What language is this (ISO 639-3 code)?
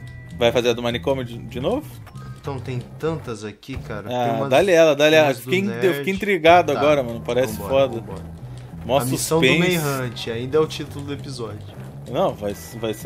por